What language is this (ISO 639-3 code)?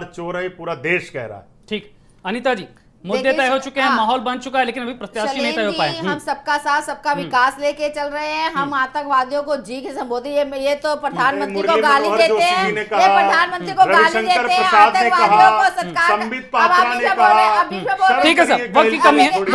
hin